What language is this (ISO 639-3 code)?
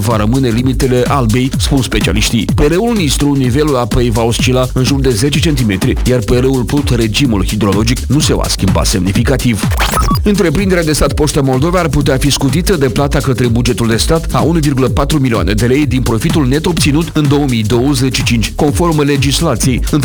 ron